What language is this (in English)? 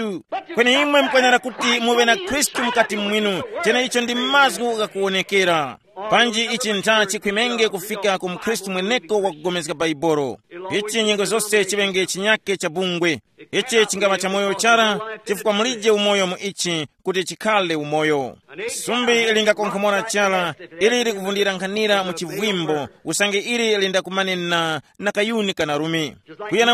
Tumbuka